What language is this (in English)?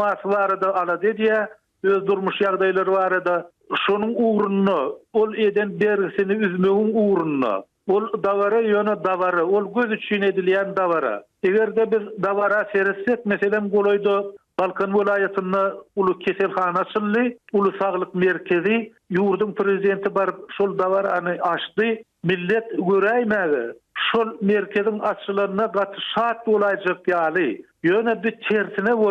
Turkmen